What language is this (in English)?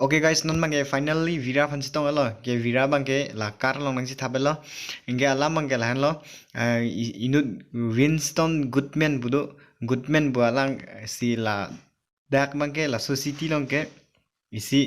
Karbi